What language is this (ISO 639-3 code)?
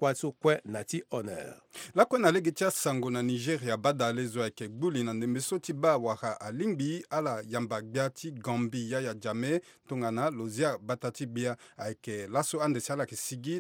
sag